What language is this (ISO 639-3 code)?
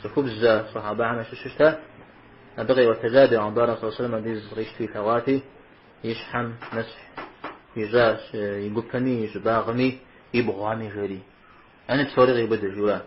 kbd